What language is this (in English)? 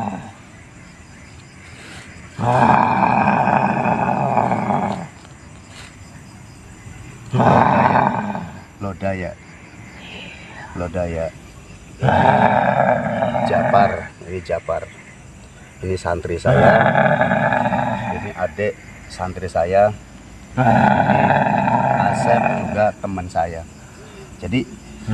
Indonesian